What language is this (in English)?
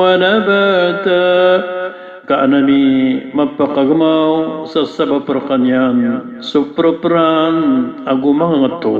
Maranao